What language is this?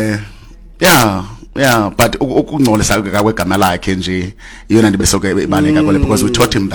Xhosa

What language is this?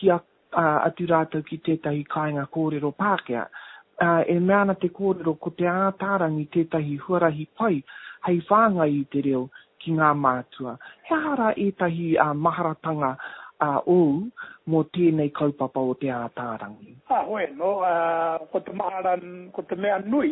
Māori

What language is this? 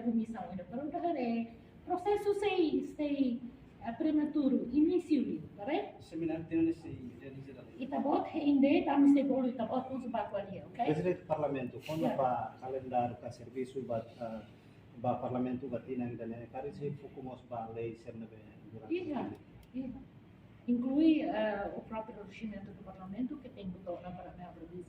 Tetum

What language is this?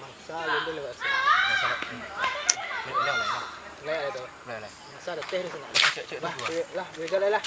Minangkabau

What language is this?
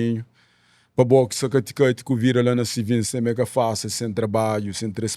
Kabuverdianu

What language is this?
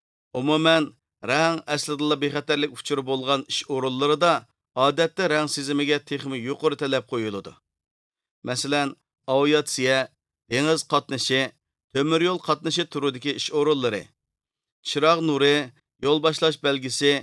Uyghur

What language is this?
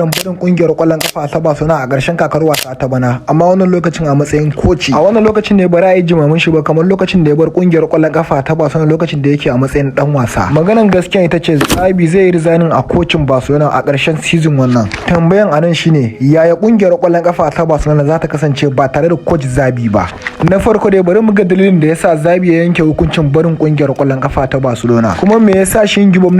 Hausa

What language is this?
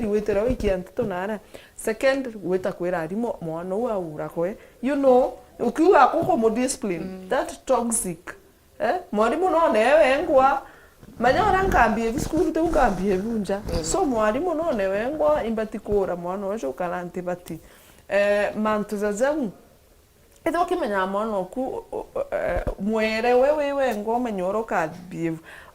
Meru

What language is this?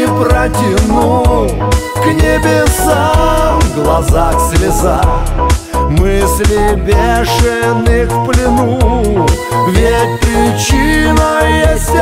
Russian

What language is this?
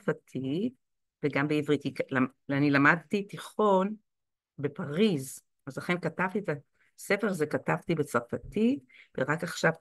Hebrew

